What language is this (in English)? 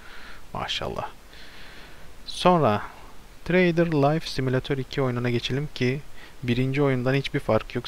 Turkish